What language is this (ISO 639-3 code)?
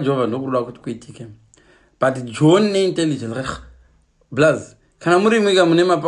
sna